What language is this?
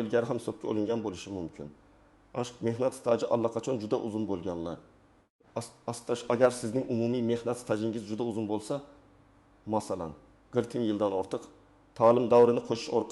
Uzbek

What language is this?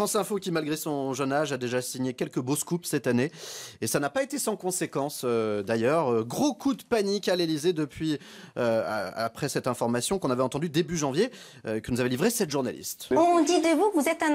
French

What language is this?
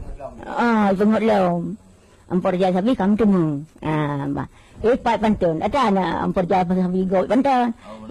Achinese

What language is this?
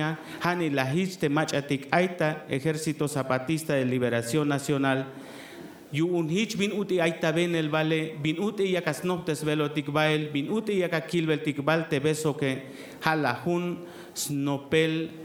Tzeltal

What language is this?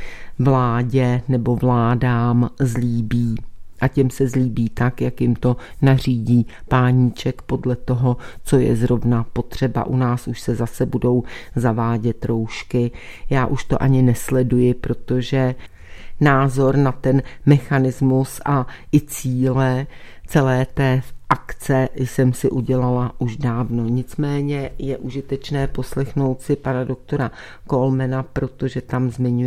Czech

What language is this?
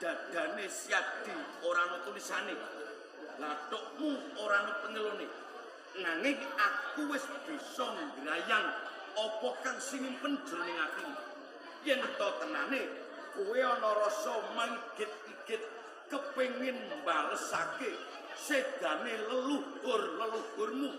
Javanese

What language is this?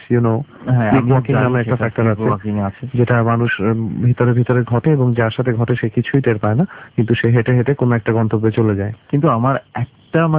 Bangla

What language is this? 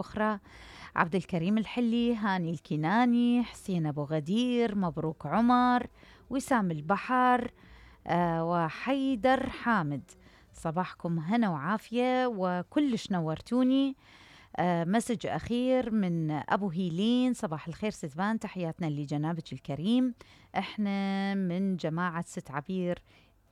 Mesopotamian Arabic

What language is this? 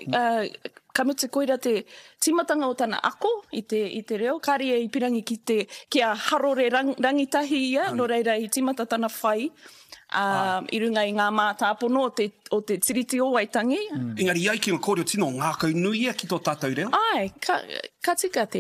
Māori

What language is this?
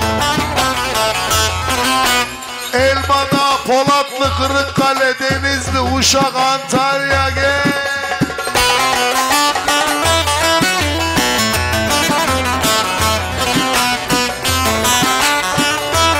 Turkish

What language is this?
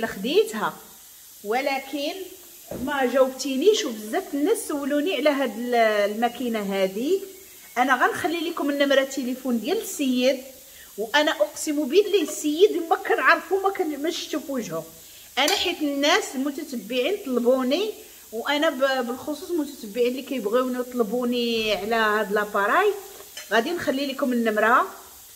Moroccan Arabic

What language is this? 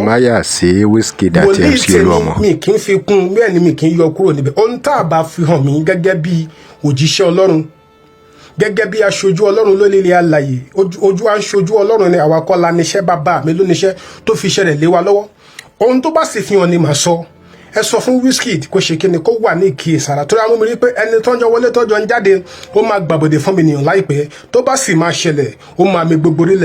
Yoruba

